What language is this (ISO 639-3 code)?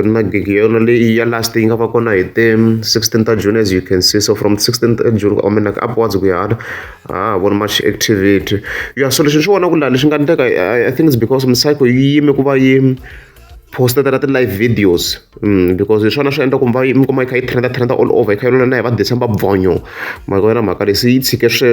tso